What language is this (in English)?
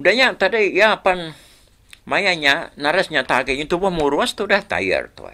Iban